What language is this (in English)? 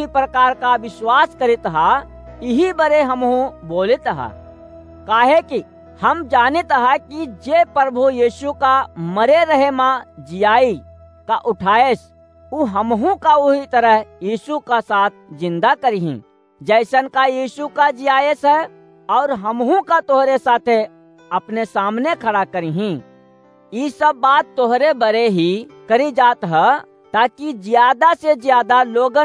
Awadhi